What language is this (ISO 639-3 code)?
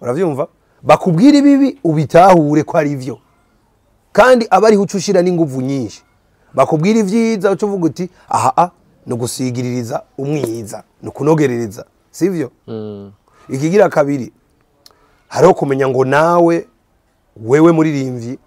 run